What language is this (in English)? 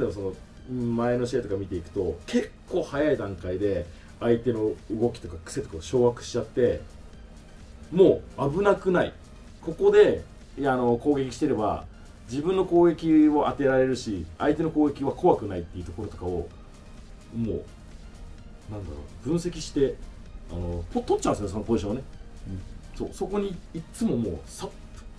Japanese